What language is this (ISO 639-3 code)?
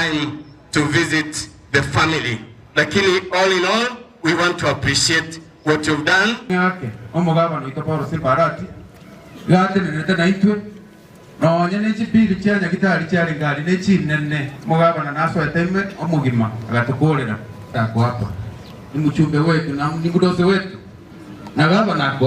guz